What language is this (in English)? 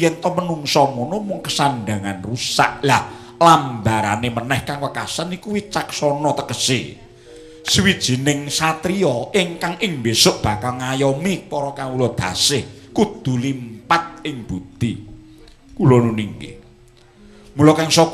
Javanese